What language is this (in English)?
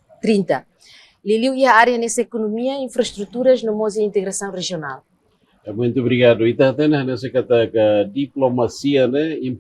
Tetum